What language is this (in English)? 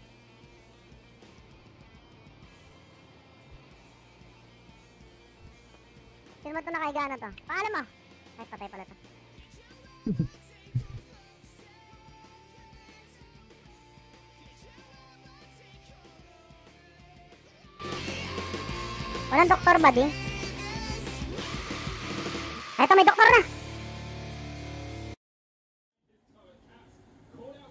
Filipino